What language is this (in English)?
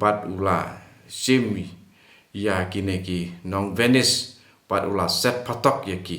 Khasi